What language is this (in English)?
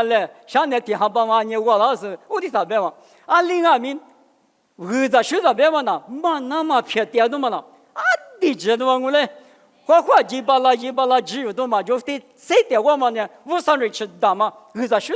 Lisu